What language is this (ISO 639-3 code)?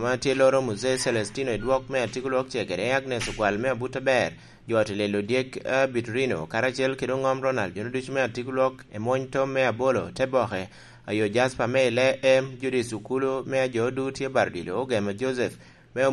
laj